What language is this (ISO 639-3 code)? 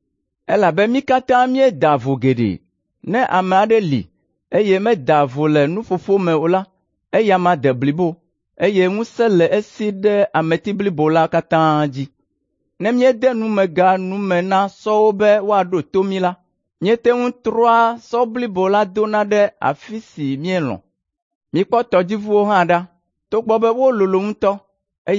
ewe